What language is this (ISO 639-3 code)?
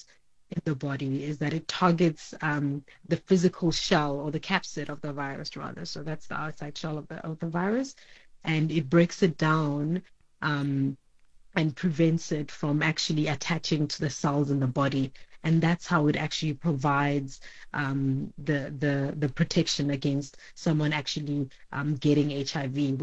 eng